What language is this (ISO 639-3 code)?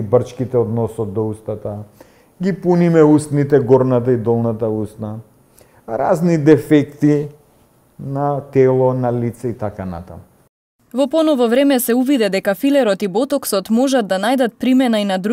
mkd